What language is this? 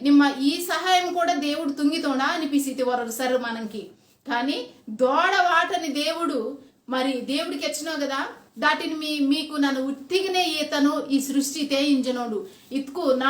Koya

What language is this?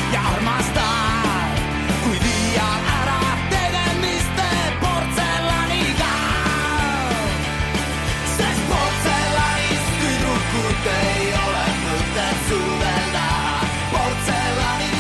Estonian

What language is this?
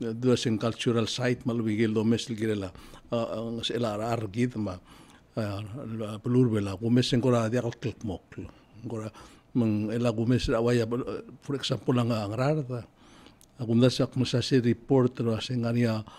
Palauan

